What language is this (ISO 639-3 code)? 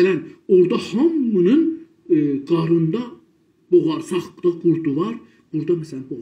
azb